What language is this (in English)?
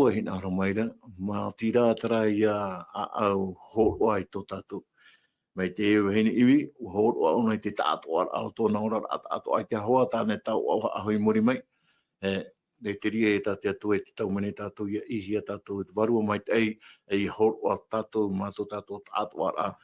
Tahitian